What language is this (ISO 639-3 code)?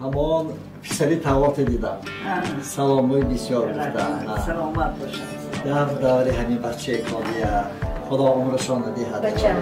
tgk